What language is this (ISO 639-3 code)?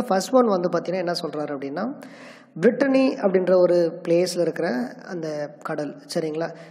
tam